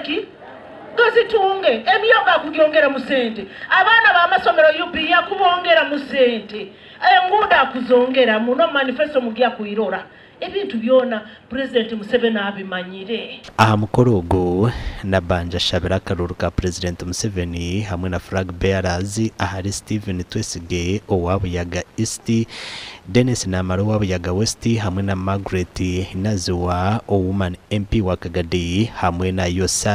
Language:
Nyankole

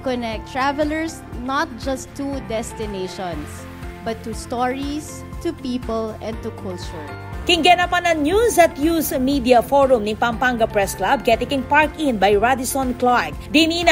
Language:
Pampanga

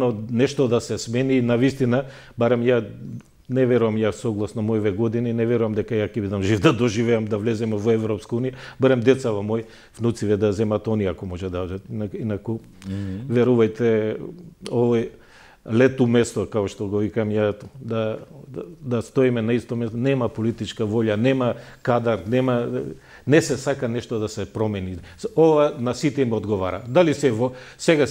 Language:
Macedonian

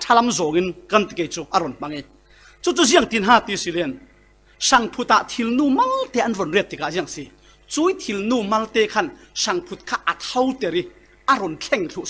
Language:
Falam Chin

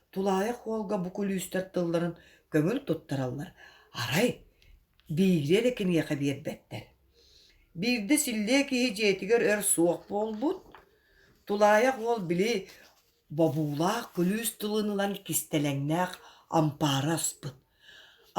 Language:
Yakut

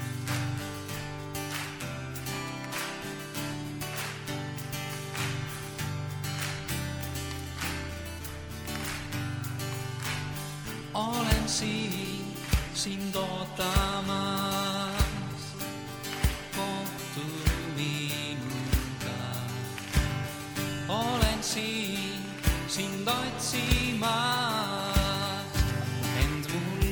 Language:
Estonian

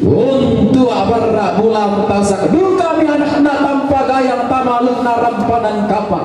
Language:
Toraja-Sa'dan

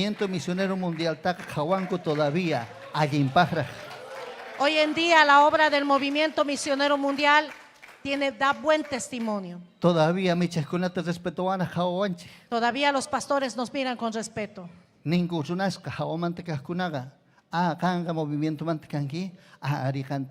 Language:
Ayacucho Quechua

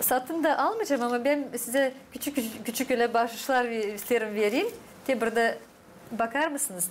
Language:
Gagauz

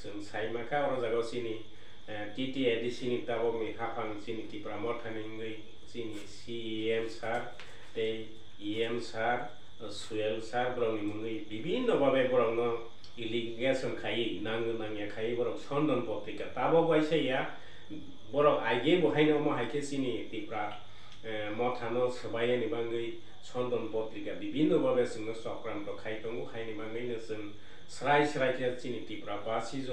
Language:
Kok Borok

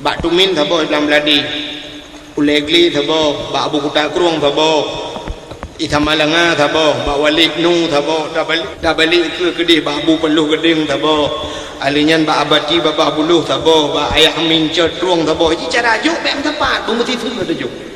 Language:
Achinese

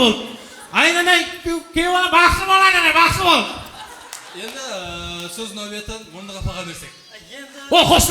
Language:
Kara-Kalpak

